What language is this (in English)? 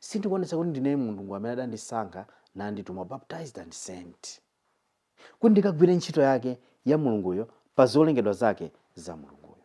Nyanja